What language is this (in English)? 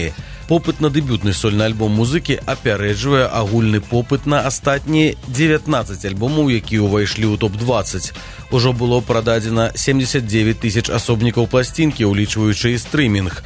Belarusian